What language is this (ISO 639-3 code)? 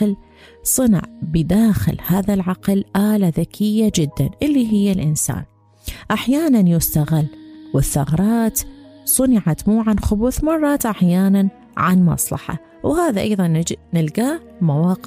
acm